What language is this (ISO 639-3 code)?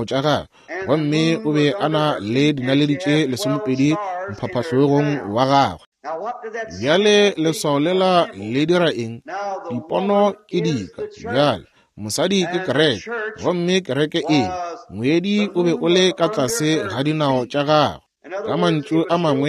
nso